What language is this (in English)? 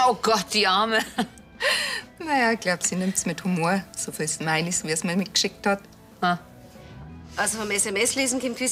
Bavarian